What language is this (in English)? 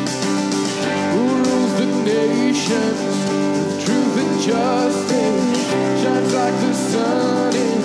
Afrikaans